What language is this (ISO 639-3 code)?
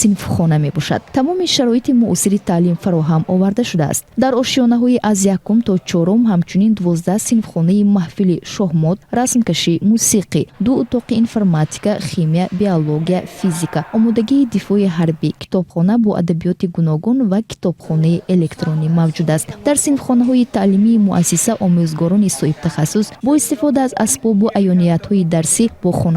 tgk